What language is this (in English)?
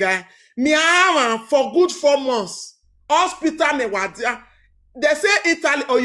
Nigerian Pidgin